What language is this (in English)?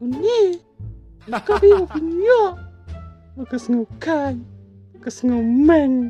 Khasi